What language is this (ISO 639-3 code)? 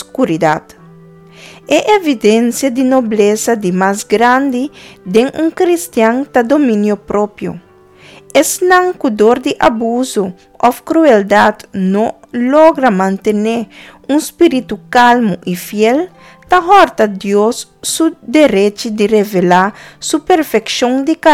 pap